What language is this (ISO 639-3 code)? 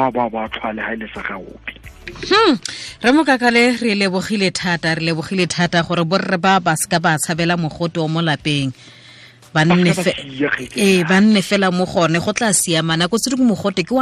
tsn